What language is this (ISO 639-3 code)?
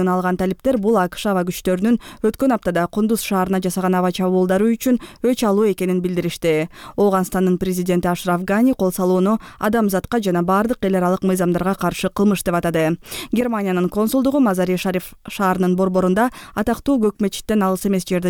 kir